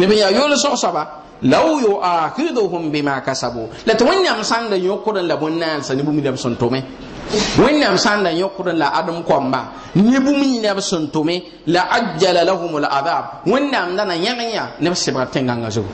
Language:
Mossi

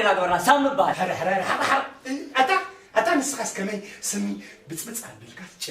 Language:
Tigrinya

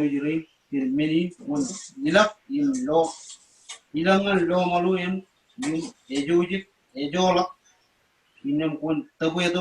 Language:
Marshallese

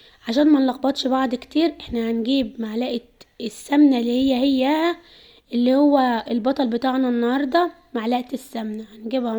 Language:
Egyptian Arabic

